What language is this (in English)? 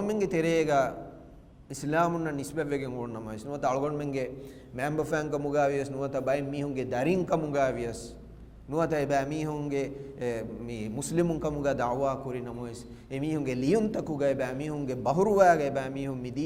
Divehi